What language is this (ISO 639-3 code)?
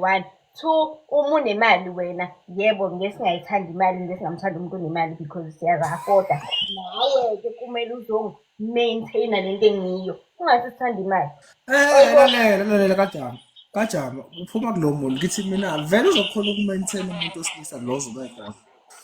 zul